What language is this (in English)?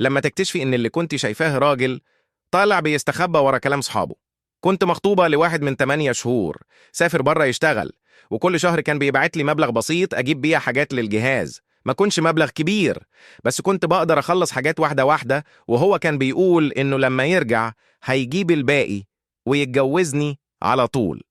Egyptian Arabic